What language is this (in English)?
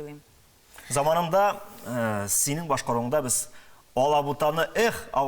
Tatar